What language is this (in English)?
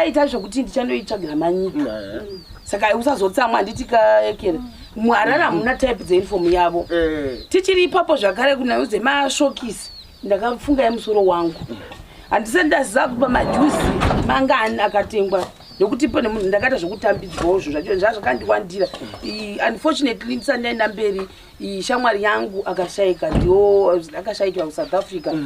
Shona